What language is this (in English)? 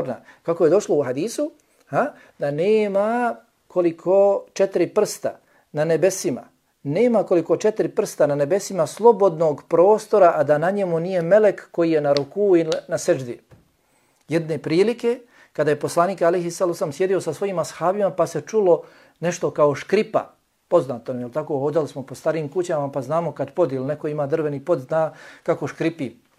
Bosnian